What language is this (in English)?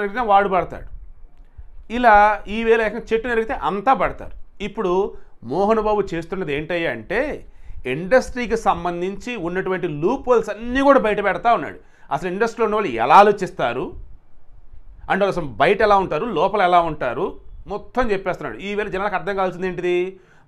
Telugu